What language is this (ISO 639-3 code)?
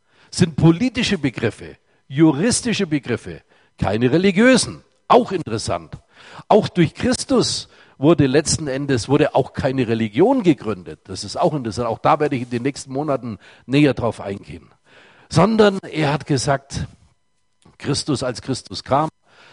deu